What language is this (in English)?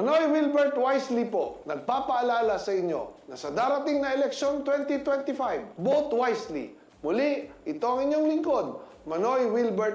Bikol